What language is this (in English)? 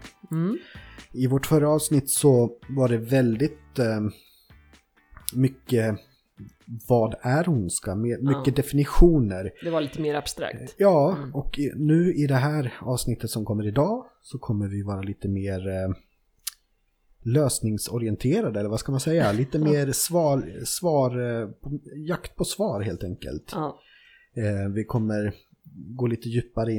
Swedish